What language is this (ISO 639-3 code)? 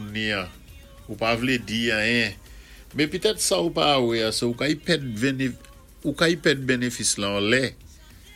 acf